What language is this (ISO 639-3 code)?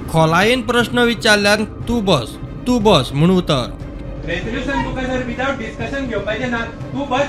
kok